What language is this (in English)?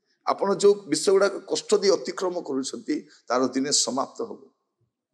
Odia